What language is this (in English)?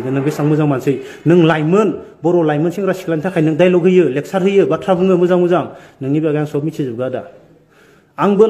Bodo